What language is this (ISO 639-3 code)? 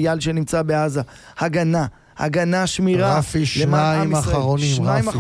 heb